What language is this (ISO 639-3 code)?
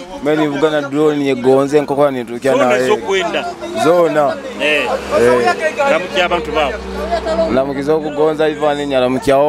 nyo